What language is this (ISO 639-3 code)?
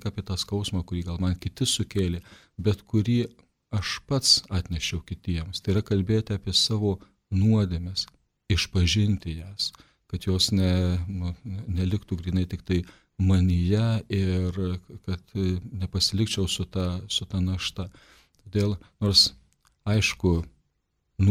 lit